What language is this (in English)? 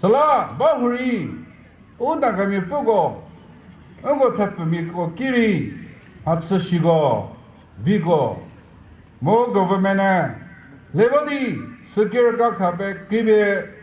Chokri Naga